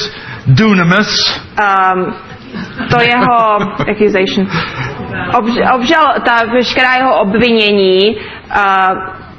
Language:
Czech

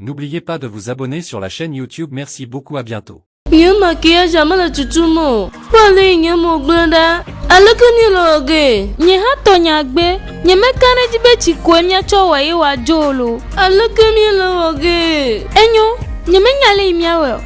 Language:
Ewe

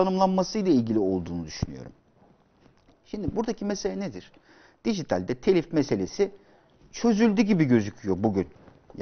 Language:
Turkish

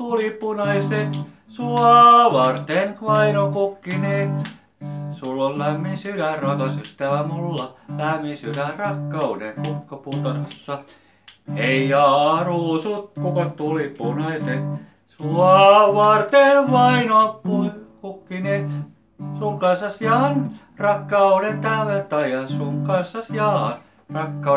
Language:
Finnish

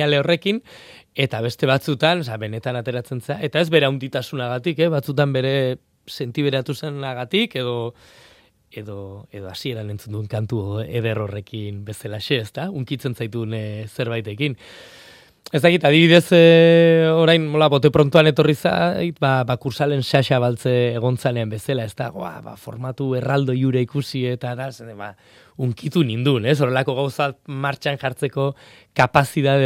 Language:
Basque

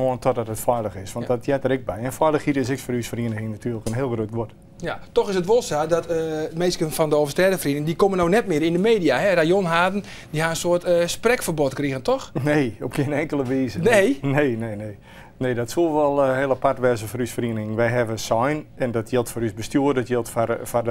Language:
Western Frisian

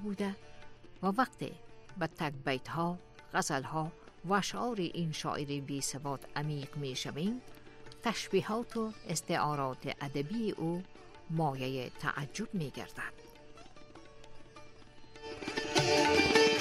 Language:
Persian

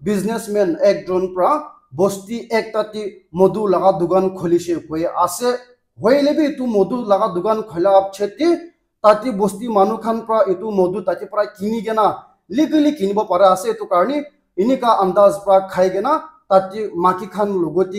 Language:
Naga Pidgin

